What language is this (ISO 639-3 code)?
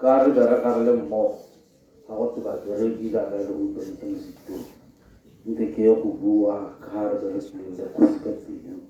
tsn